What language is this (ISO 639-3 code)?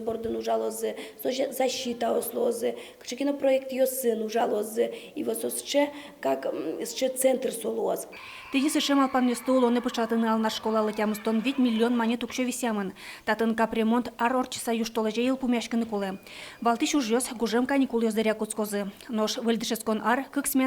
udm